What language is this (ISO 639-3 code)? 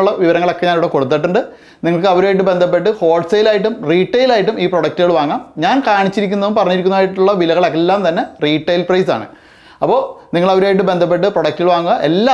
mal